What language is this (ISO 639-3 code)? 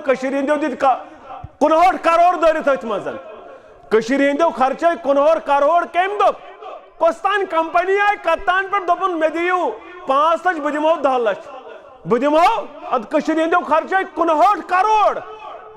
kas